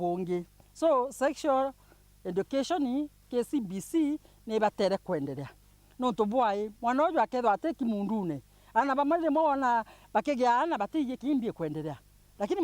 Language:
Meru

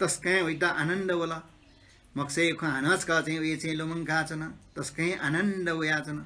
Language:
Newari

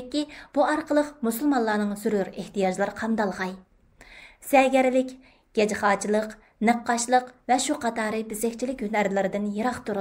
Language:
Uyghur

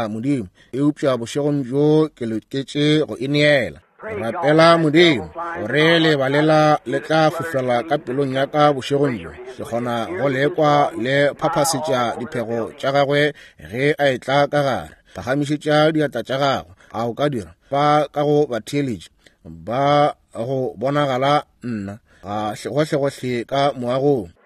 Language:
Northern Sotho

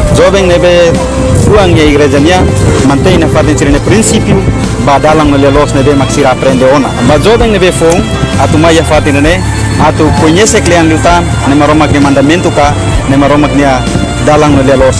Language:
Tetum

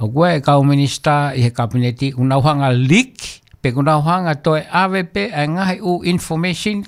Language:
Tongan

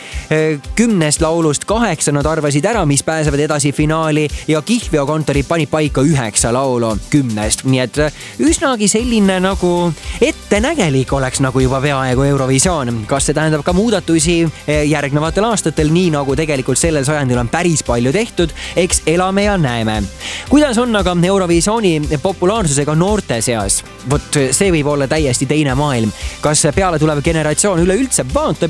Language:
Estonian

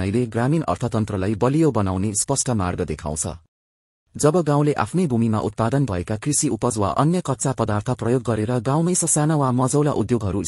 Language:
Nepali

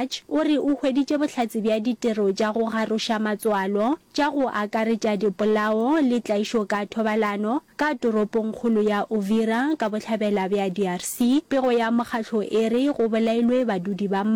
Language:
Northern Sotho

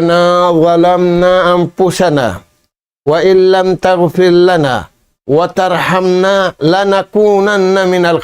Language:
Tausug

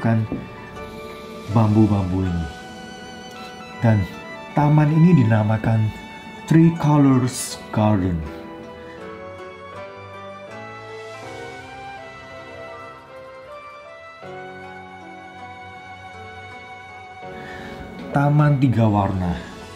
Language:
Indonesian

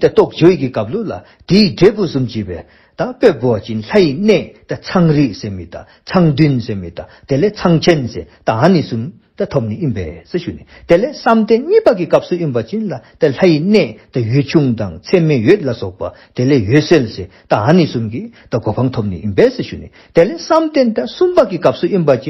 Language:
Dzongkha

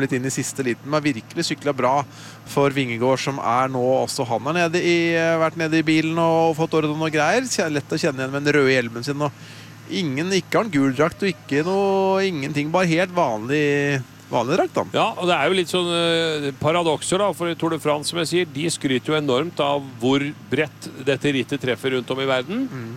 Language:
Norwegian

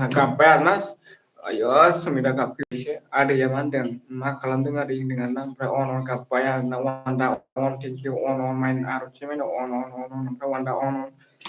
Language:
Bodo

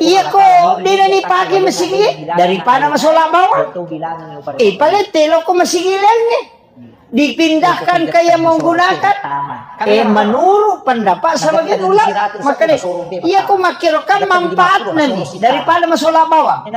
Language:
Buginese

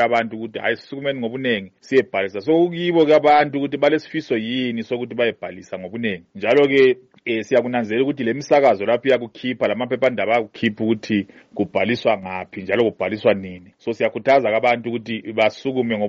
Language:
North Ndebele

